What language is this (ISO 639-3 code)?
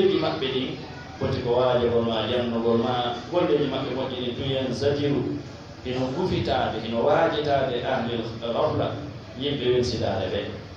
ful